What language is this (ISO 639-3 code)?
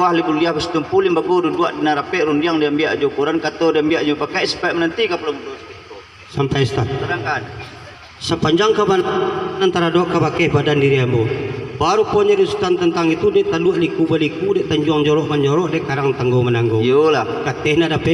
min